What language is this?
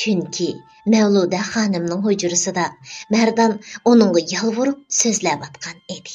Uyghur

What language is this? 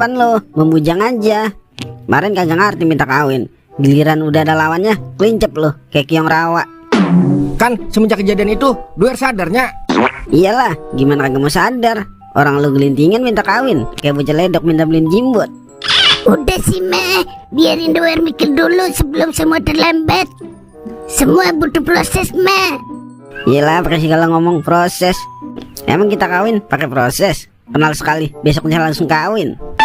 Betawi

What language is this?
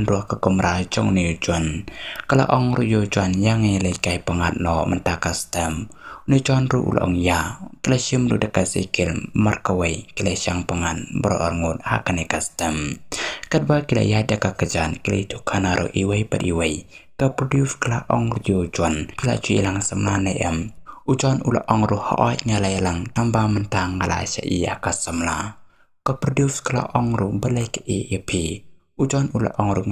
Khasi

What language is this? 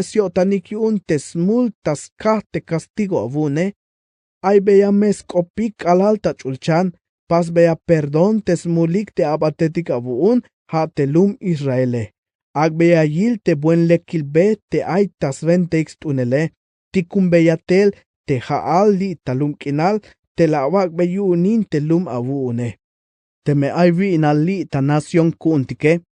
Tzeltal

